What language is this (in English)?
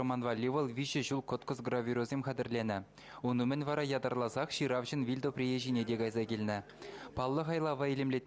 Chuvash